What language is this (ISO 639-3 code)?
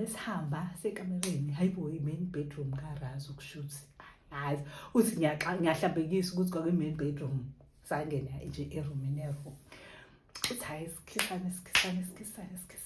zul